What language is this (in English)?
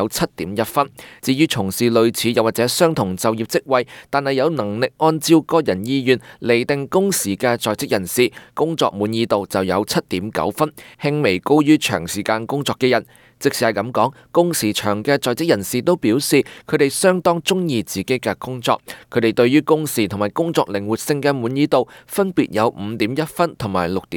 Cantonese